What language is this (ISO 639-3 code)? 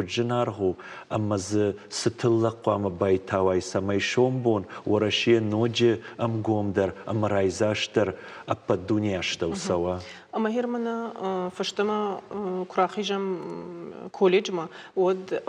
oss